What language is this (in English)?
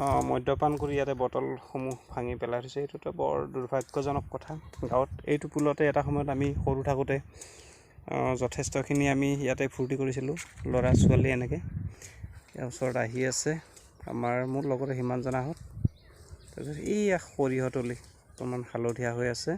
Assamese